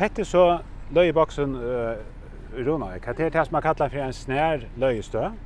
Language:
Faroese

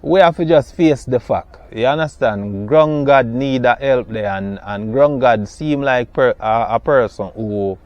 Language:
Jamaican Creole English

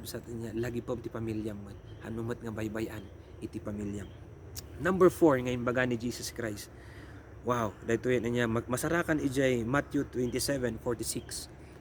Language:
Iloko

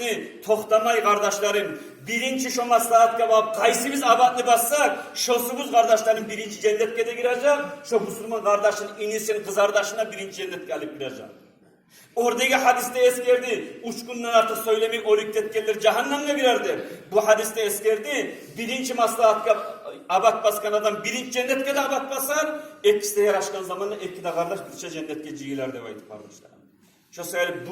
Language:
Kumyk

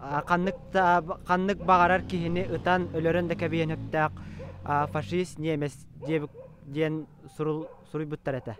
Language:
Yakut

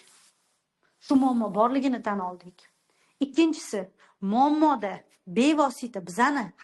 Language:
Uzbek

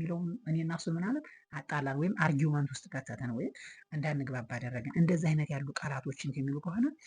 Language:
Amharic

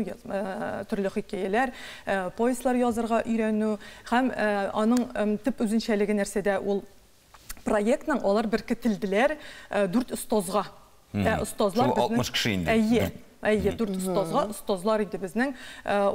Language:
Tatar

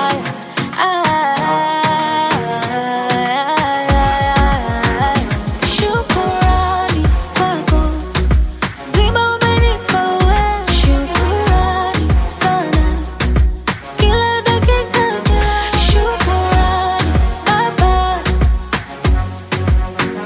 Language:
Swahili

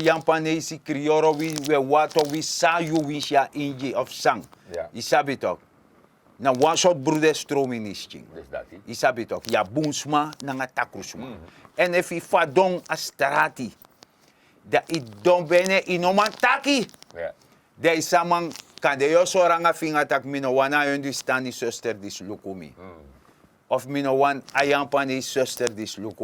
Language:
Sranan Tongo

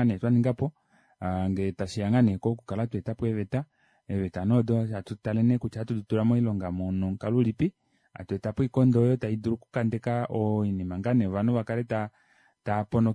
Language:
Kuanyama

